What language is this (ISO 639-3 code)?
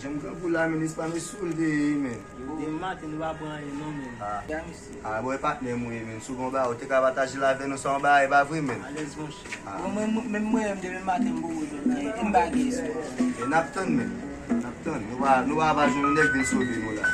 hat